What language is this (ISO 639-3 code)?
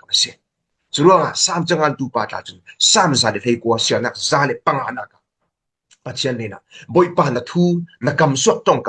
cfm